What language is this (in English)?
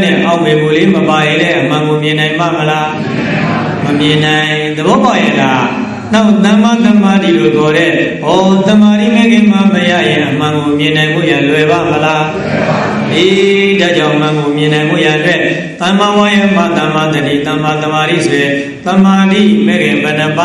Burmese